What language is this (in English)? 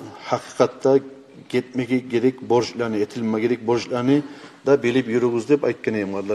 Kumyk